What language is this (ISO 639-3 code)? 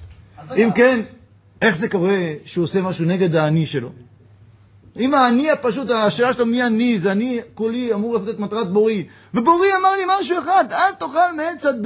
heb